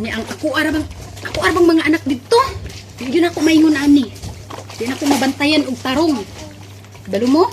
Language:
Cebuano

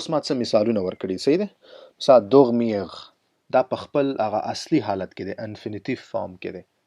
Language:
Pashto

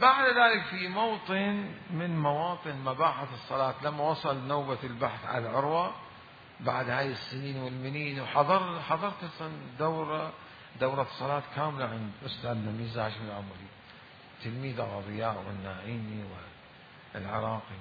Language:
Mesopotamian Arabic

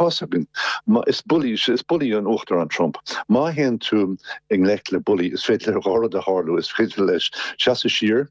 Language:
Irish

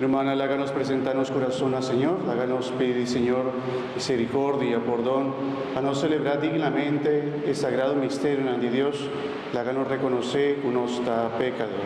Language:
Papiamento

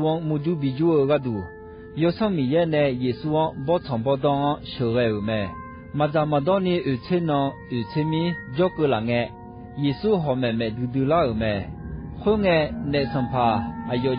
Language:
Akha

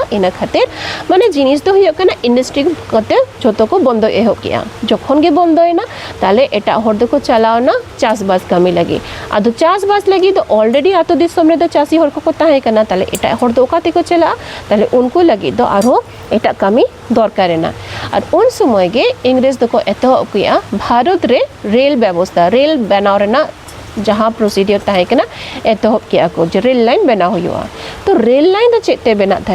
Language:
Santali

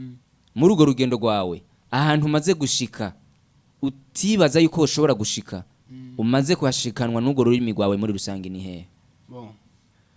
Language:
Rundi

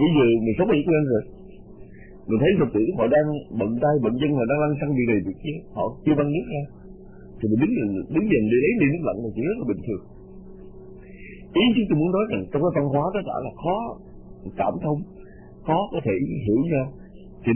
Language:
Vietnamese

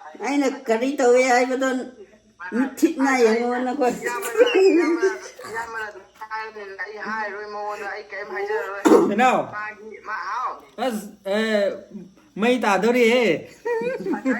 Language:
Manipuri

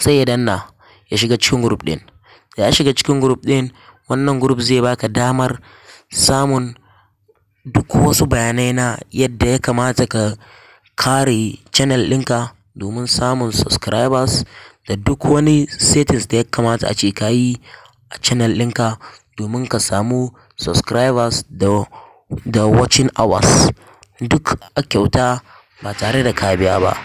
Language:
Hausa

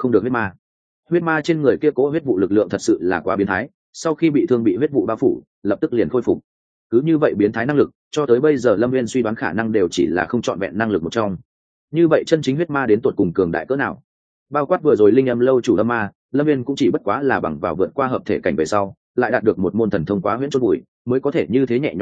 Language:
Vietnamese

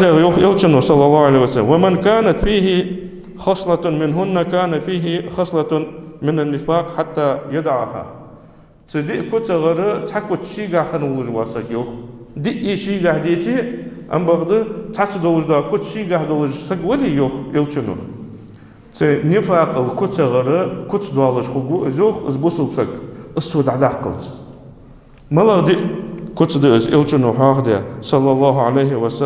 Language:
Ingush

